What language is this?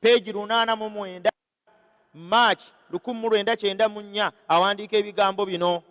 Ganda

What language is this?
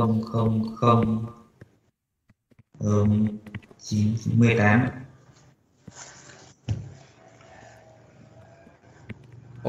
Vietnamese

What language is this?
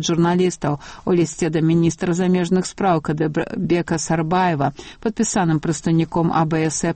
Belarusian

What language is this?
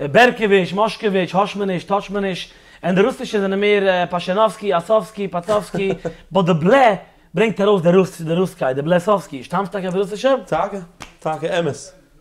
Yiddish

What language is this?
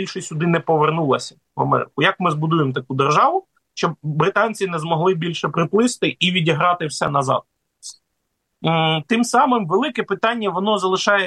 Ukrainian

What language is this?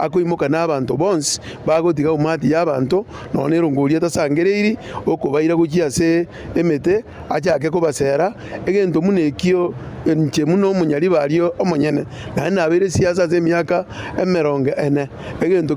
Gusii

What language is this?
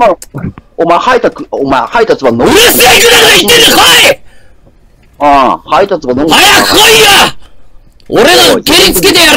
Japanese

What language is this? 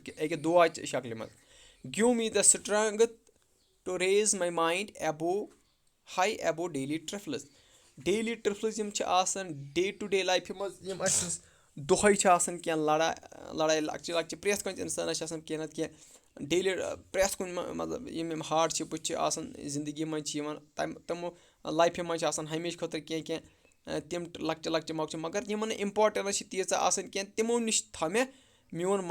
Kashmiri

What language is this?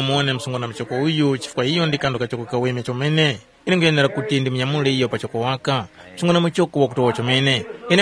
Tumbuka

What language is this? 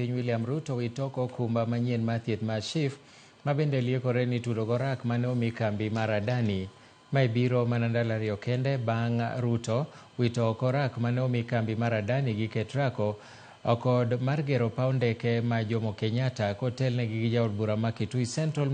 Luo (Kenya and Tanzania)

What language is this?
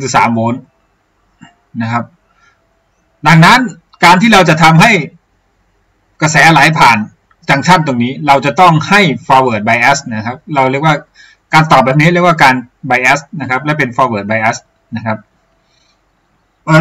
Thai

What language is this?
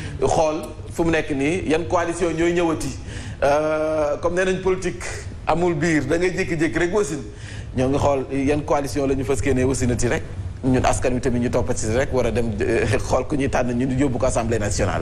Wolof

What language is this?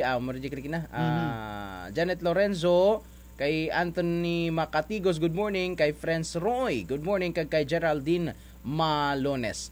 Kinaray-a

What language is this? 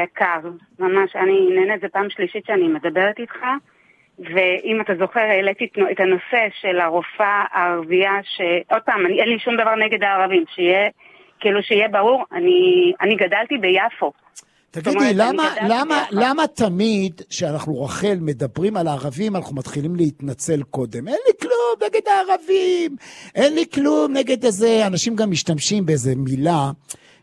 Hebrew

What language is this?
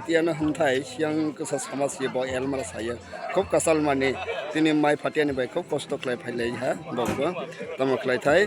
Kok Borok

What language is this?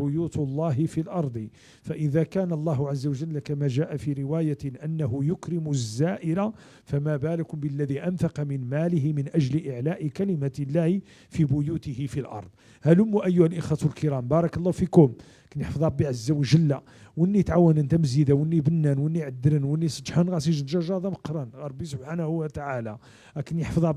Moroccan Arabic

